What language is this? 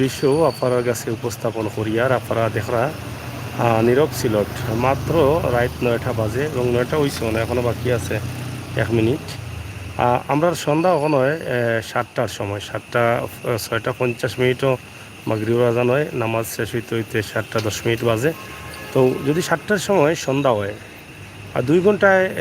Sylheti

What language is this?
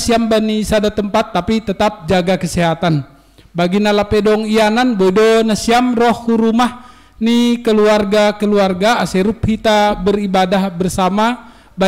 Batak Simalungun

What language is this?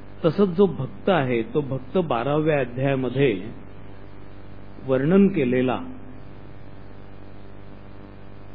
Marathi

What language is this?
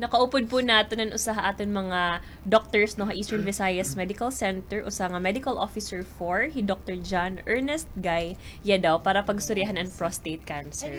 Waray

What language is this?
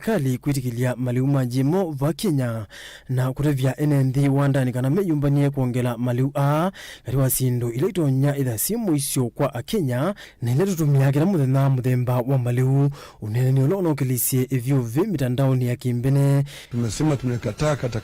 Kamba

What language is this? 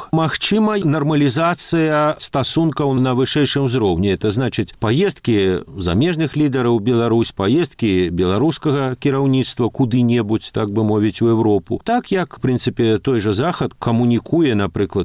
Belarusian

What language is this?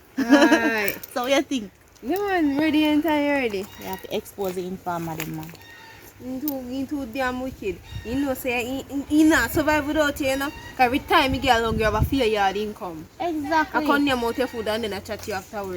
Jamaican Creole English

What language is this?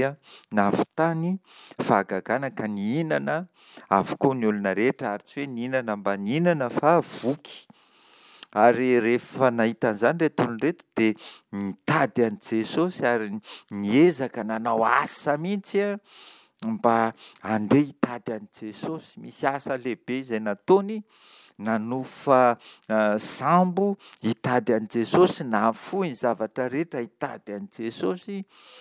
Malagasy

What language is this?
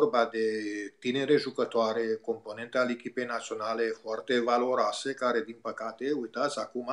Romanian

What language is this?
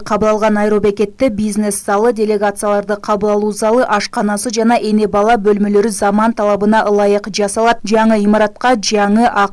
Kyrgyz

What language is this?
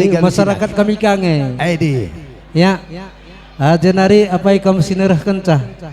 Batak Karo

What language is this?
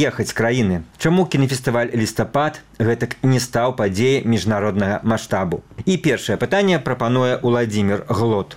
Belarusian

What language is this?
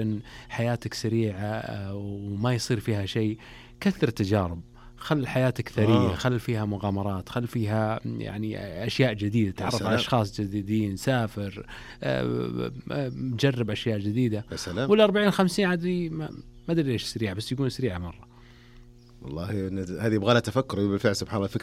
Najdi Arabic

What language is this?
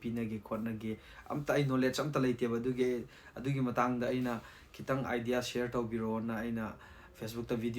Manipuri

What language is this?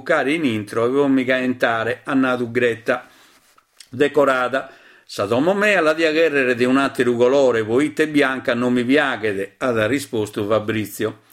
Sardinian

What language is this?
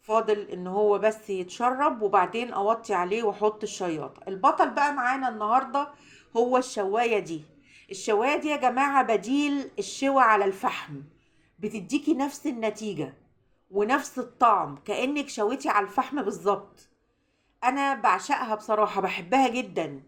Egyptian Arabic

